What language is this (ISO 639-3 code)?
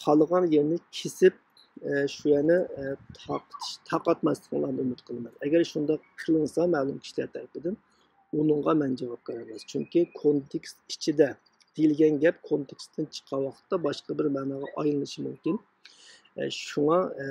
uig